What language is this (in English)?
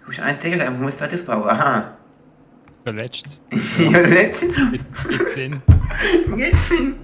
Swiss German